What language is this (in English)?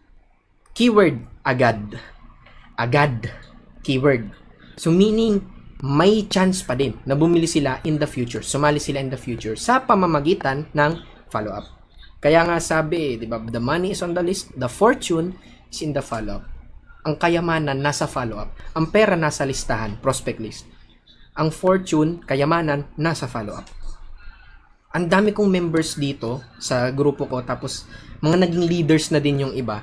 Filipino